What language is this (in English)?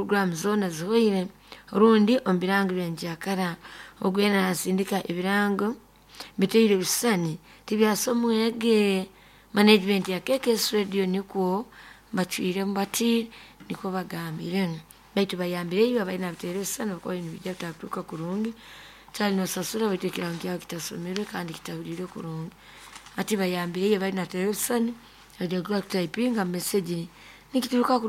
Nyoro